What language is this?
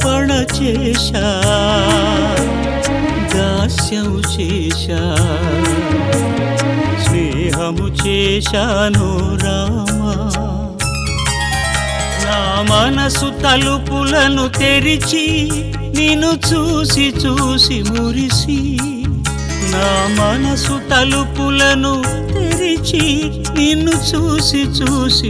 Telugu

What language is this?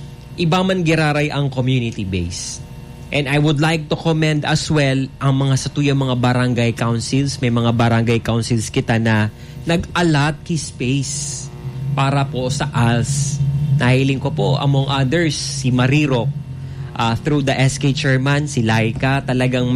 Bikol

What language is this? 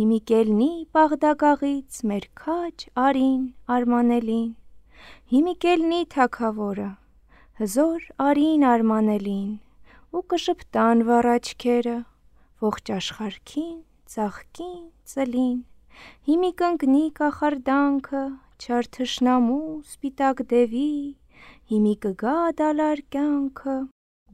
Armenian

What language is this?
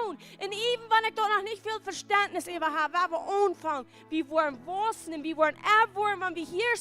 Plautdietsch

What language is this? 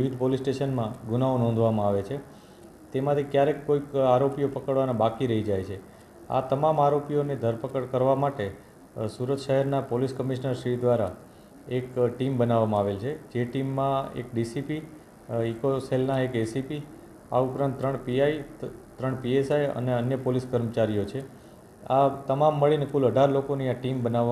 Gujarati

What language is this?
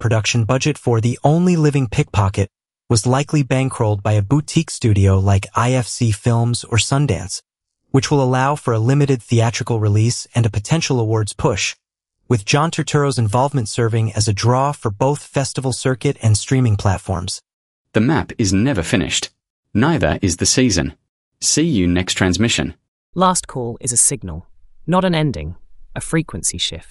English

